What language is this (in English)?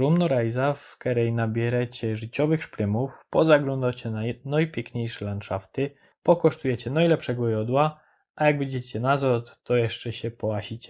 Silesian